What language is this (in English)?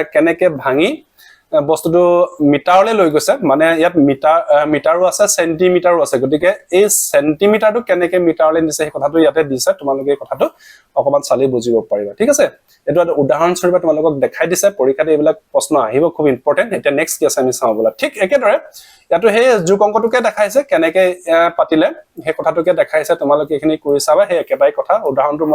Assamese